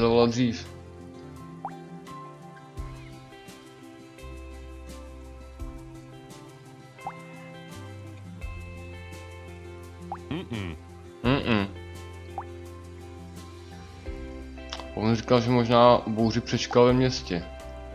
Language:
Czech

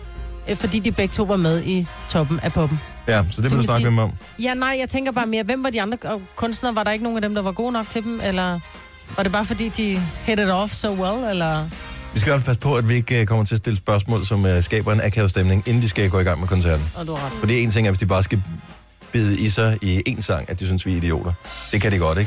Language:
Danish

